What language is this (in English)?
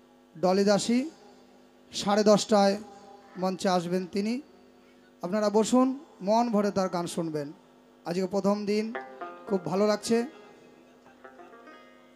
Bangla